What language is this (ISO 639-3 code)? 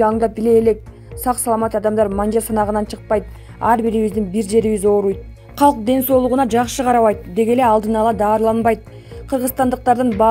kir